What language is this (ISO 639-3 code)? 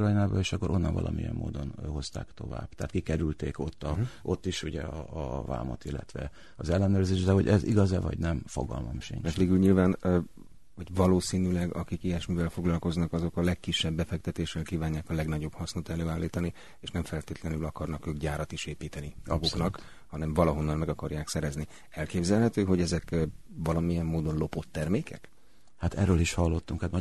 hun